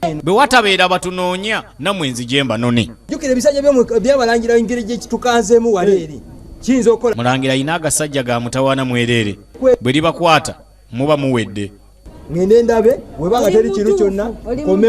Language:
Ganda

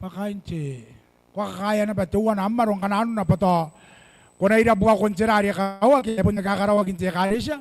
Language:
Gilbertese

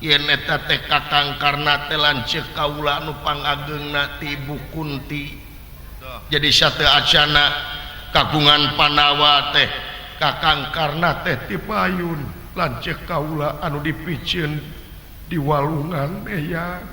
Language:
Sundanese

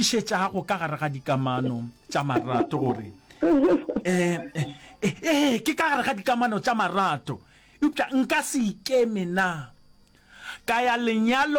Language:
Northern Sotho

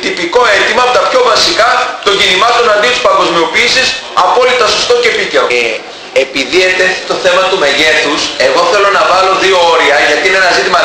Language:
Greek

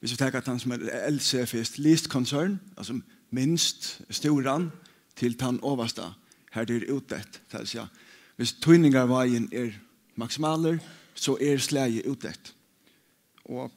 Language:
Faroese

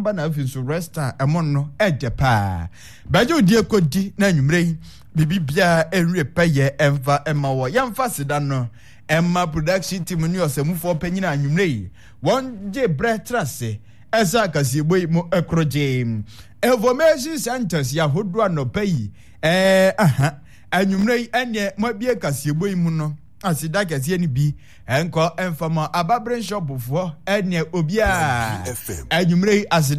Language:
Akan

